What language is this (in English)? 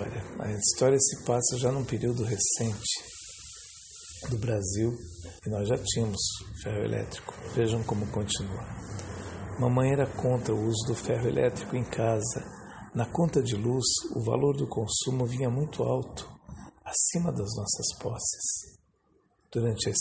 Portuguese